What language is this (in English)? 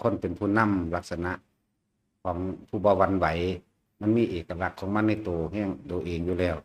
Lao